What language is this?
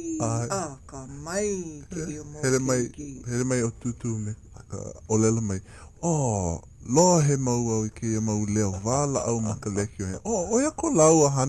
Hawaiian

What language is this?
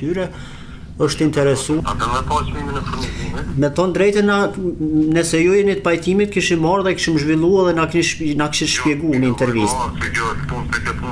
Albanian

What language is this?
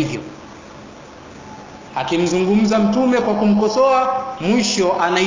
Swahili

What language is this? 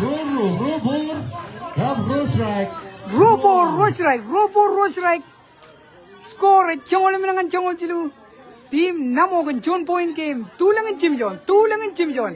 Marshallese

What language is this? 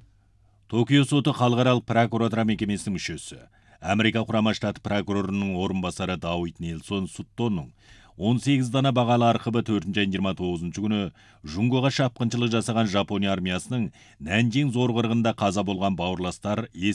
Kazakh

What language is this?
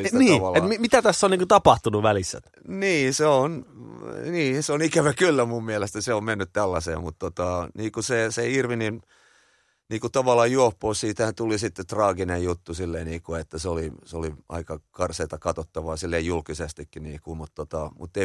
Finnish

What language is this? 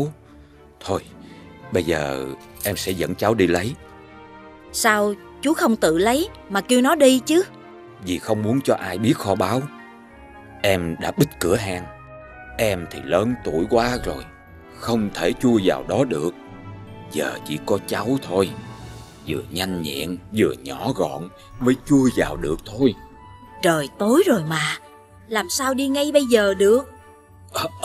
Vietnamese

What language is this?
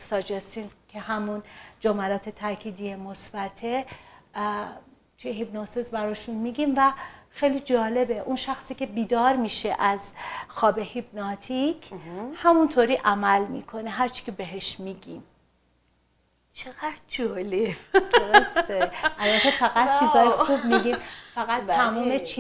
Persian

